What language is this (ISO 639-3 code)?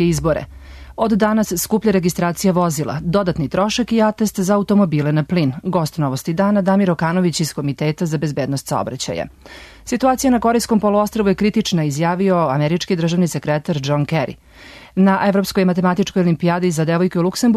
srp